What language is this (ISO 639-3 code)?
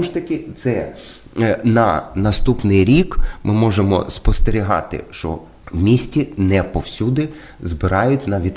ukr